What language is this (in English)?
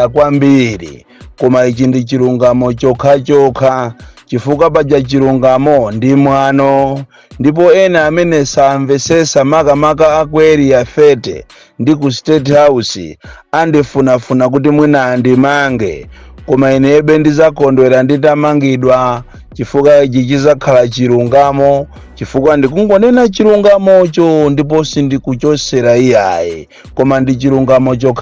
Nyanja